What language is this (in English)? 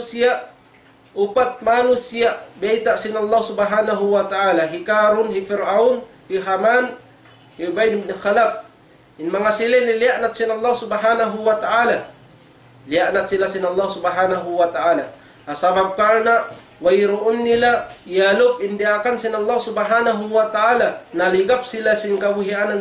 Tausug